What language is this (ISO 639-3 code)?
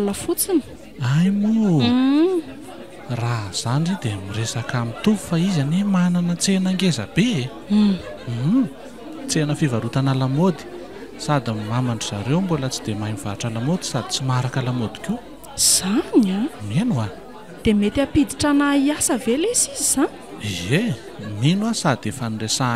mlg